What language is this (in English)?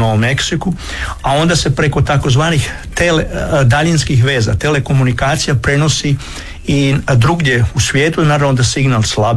Croatian